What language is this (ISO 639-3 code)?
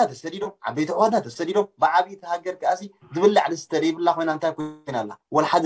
tir